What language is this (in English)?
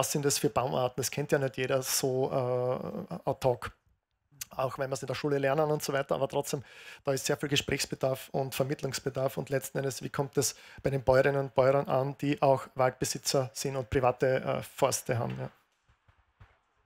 German